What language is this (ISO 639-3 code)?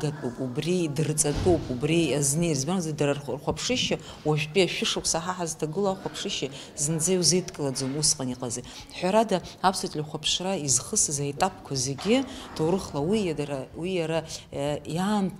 abk